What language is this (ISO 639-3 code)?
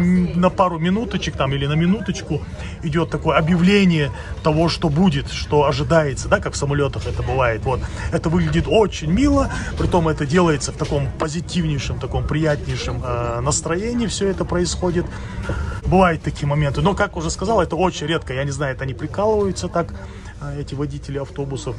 rus